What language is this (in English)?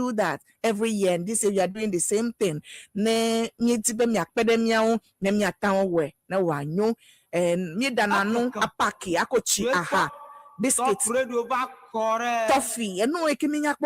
Ewe